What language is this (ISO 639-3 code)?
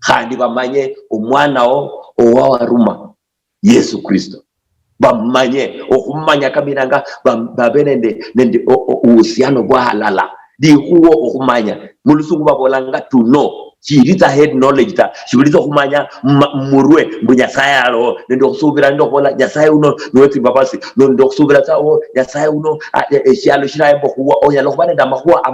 luy